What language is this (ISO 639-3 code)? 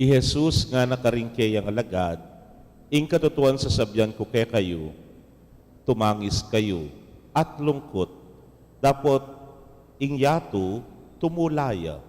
pam